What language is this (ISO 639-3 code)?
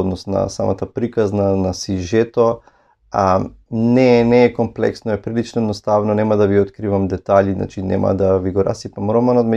mkd